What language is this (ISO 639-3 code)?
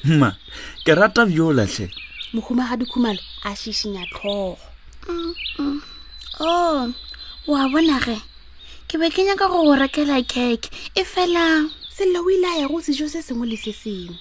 nso